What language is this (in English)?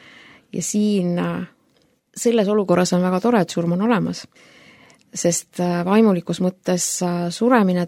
Estonian